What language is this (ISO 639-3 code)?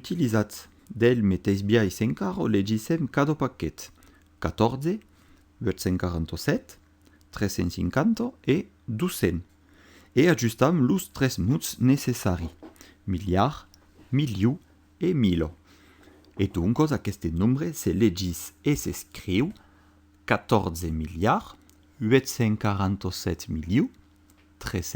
oci